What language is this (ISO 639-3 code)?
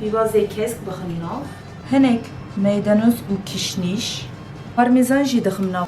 kur